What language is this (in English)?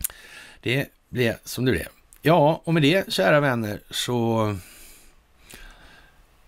Swedish